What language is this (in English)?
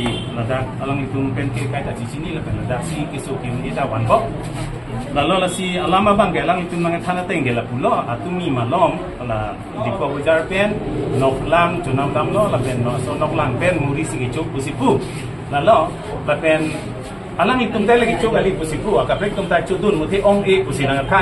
Karbi